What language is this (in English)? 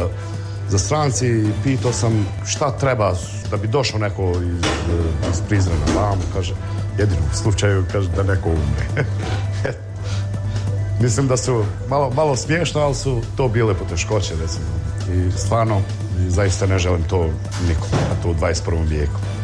Bosnian